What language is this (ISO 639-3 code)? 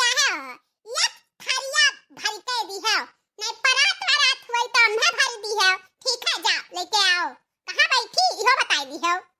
awa